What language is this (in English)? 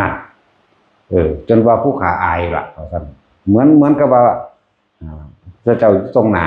Northeastern Thai